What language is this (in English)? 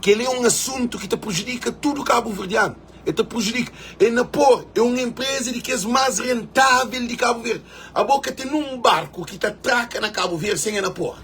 Kabuverdianu